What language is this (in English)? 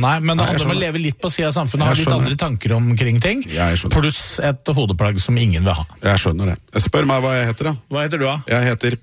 Norwegian